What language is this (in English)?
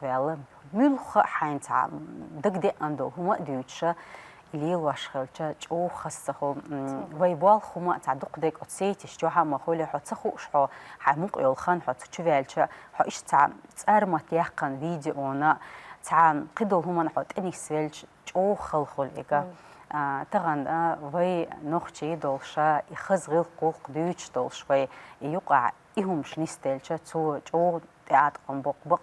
Chechen